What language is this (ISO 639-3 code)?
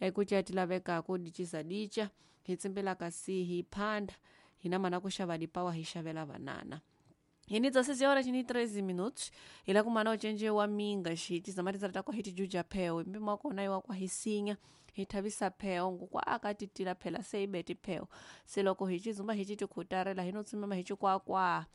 tso